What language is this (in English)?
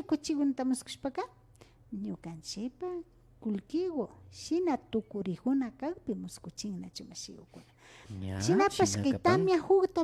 Imbabura Highland Quichua